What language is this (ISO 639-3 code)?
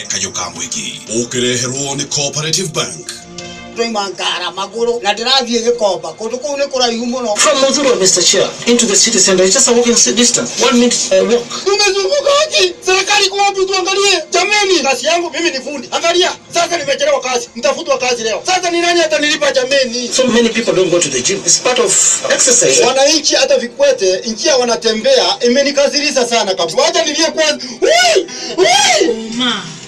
kik